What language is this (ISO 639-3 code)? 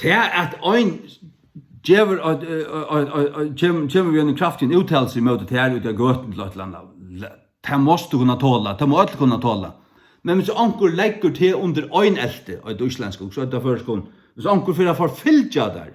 fao